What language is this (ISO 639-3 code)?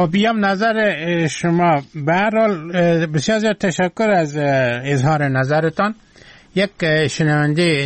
fas